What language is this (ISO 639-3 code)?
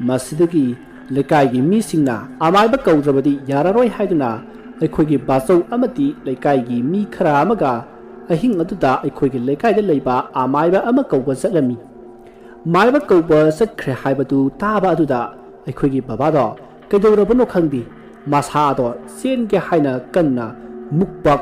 mni